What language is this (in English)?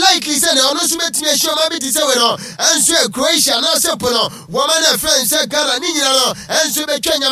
Akan